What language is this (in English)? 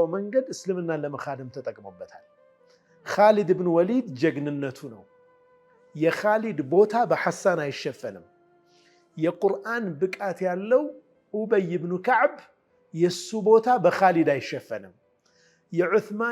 Amharic